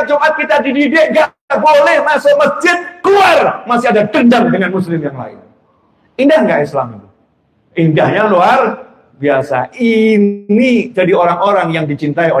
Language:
Indonesian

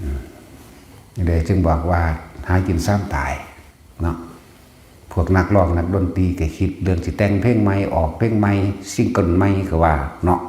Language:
Northeastern Thai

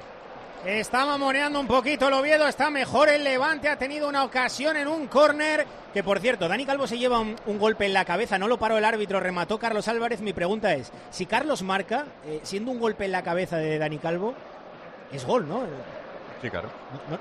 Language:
Spanish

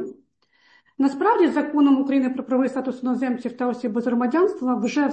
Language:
Ukrainian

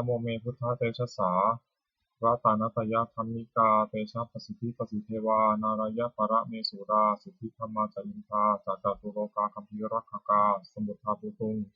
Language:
Pali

